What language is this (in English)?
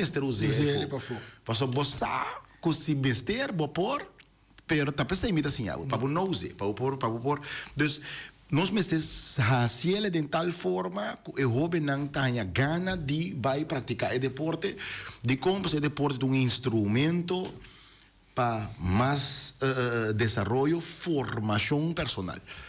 Papiamento